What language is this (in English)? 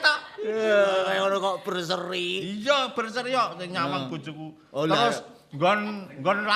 Javanese